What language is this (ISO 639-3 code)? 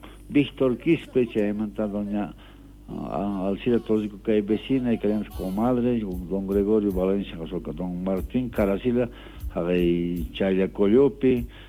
que